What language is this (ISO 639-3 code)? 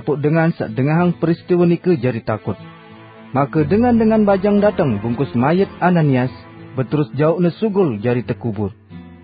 sas